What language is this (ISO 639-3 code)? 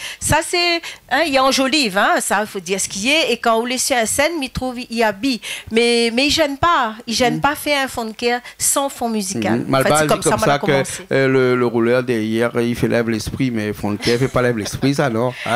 rcf